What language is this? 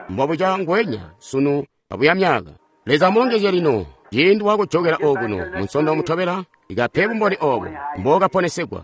Tonga (Zambia)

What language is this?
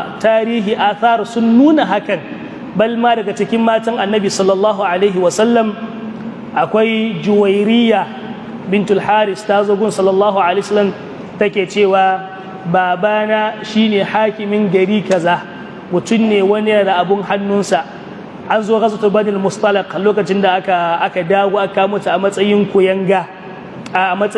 Hausa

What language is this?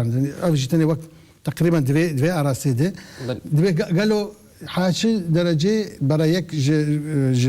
Kurdish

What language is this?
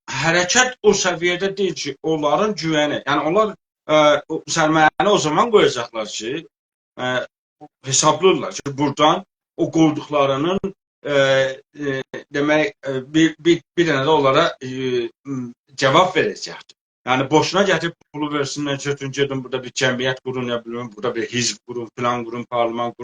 South Azerbaijani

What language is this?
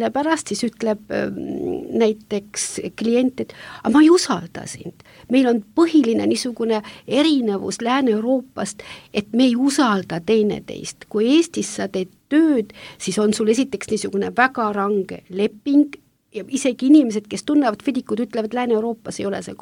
Estonian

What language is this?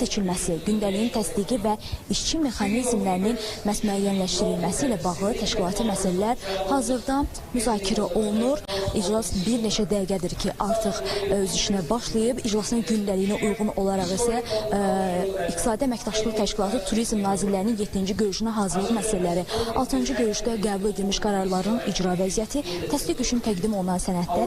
Azerbaijani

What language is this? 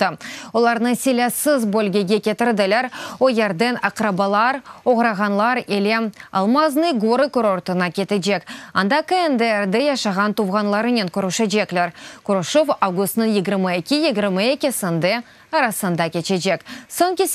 Crimean Tatar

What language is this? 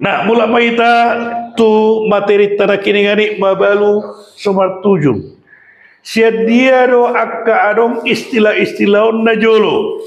Batak Toba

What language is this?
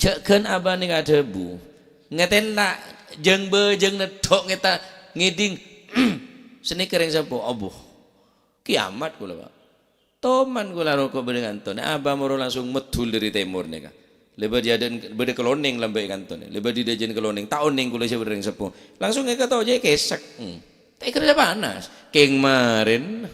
Madurese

